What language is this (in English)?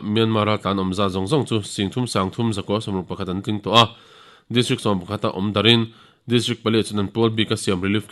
Mizo